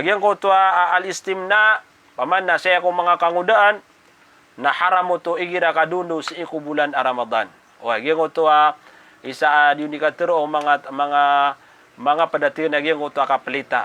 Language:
Maranao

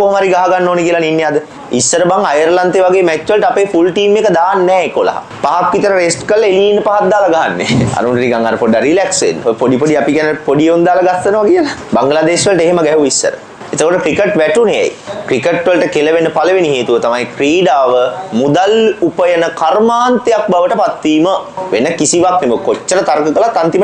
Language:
Sinhala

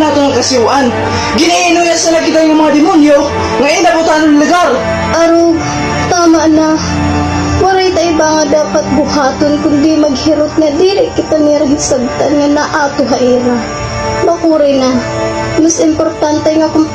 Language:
Waray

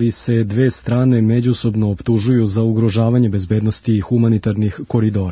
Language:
Serbian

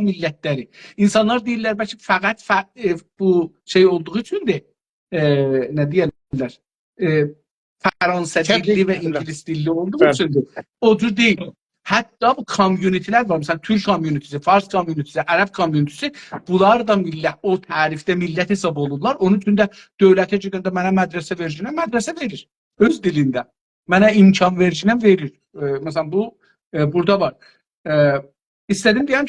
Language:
South Azerbaijani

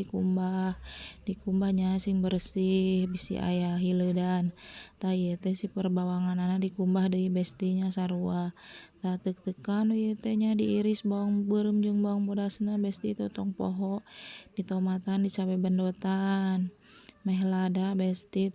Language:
Sundanese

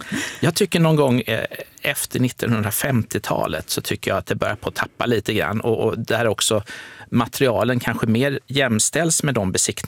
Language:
Swedish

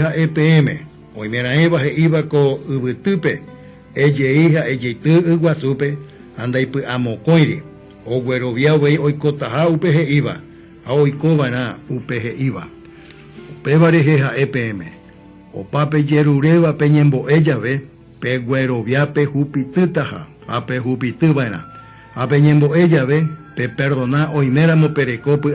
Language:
Guarani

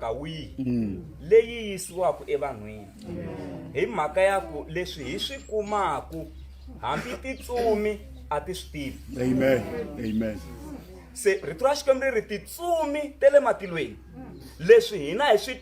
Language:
Tsonga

